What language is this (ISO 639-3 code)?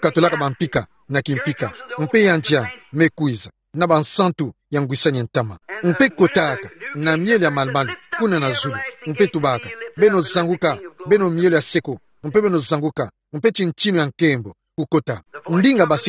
ktu